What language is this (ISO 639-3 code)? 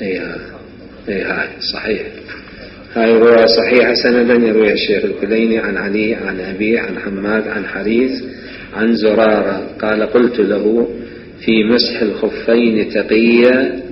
acm